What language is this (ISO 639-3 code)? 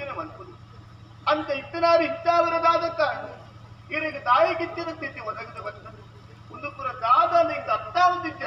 tcy